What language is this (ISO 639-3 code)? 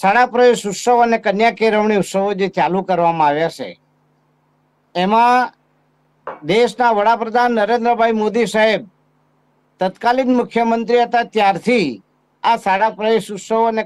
guj